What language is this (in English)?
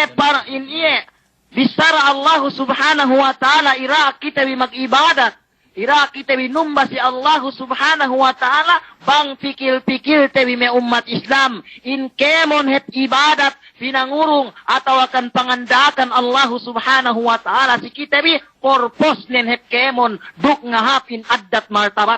Yakan